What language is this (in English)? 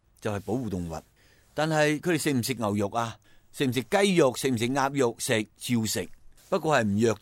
Cantonese